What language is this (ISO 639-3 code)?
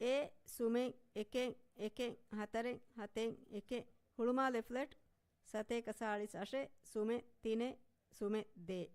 div